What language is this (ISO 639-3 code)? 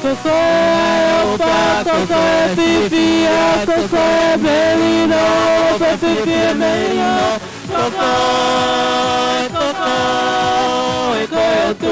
ton